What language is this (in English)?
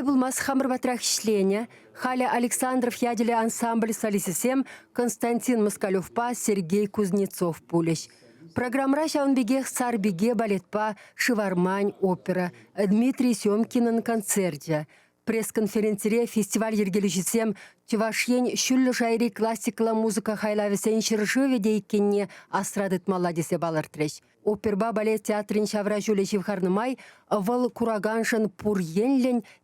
Chuvash